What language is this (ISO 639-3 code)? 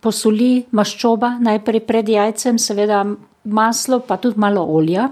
slv